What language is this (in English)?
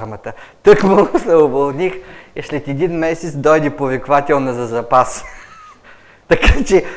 Bulgarian